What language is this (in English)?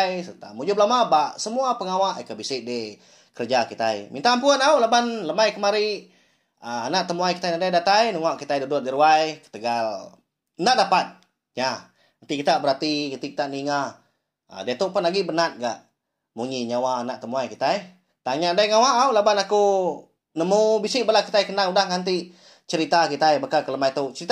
Iban